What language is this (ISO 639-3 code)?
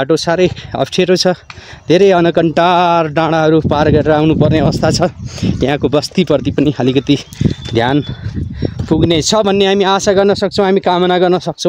nep